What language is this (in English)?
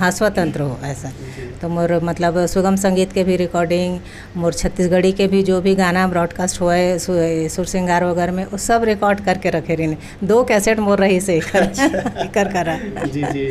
Chhattisgarhi